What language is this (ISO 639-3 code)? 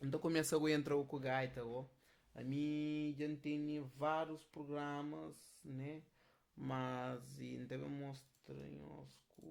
kea